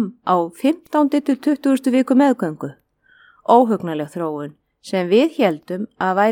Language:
Icelandic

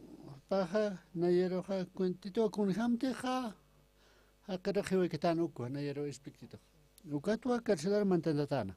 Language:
Aymara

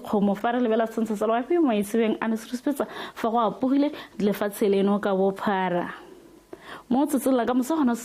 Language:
Tswana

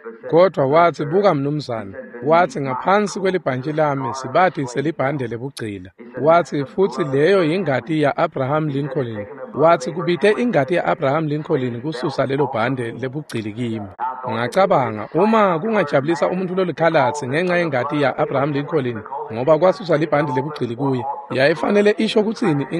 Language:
Swati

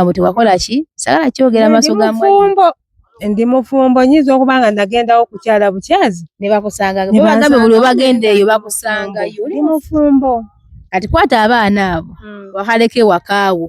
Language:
Ganda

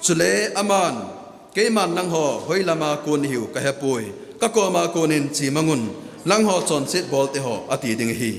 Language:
Thado Chin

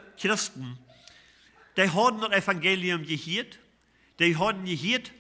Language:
Plautdietsch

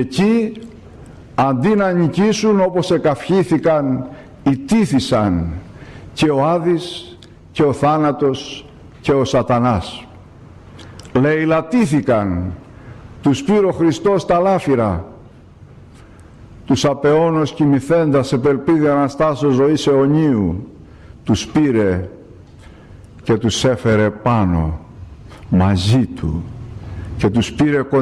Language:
Greek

